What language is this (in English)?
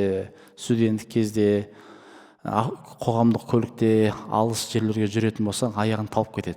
Kazakh